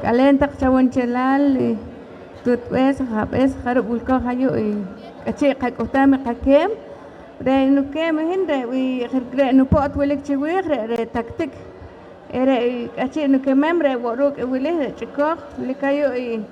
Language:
Poqomchi'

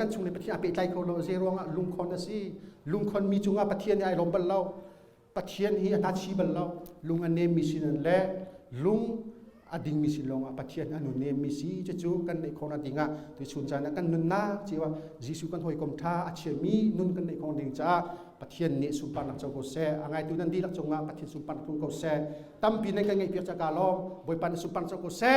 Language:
Hakha Chin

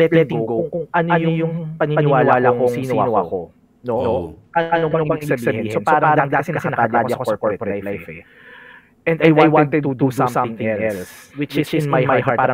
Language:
Filipino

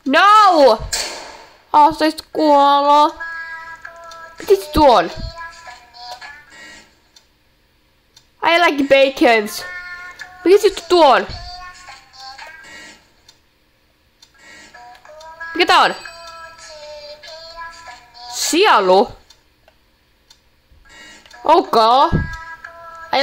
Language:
Finnish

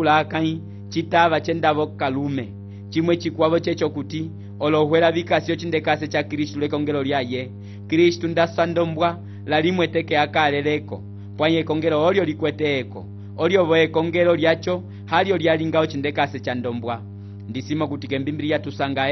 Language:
Umbundu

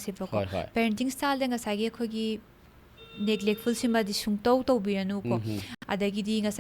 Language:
Manipuri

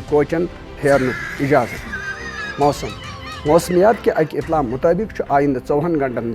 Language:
Kashmiri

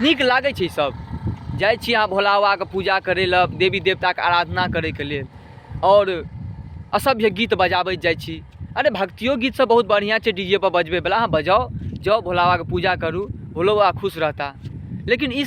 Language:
Maithili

